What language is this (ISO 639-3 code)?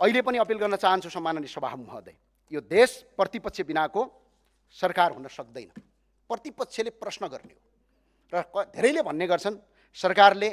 nep